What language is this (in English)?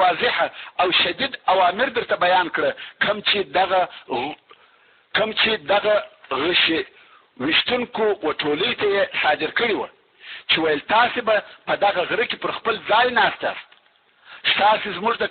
Pashto